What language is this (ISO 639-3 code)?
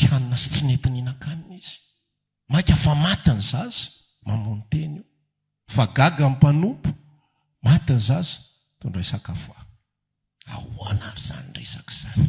mlg